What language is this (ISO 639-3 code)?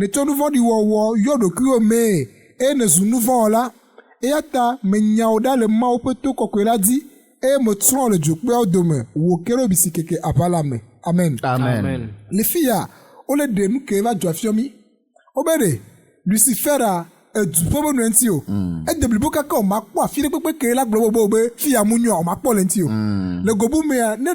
ewe